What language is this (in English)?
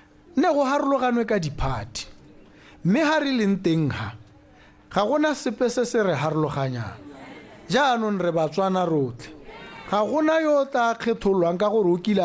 Tswana